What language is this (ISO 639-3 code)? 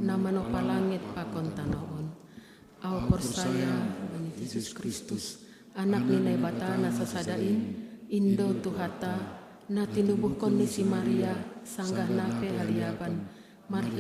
bts